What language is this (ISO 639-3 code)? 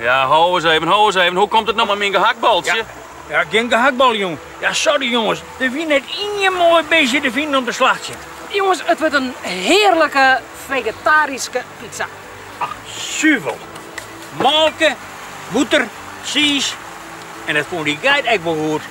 fry